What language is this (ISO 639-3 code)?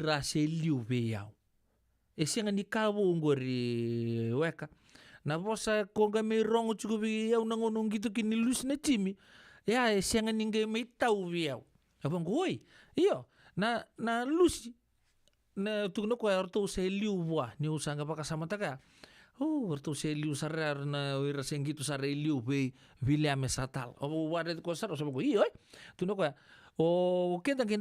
fij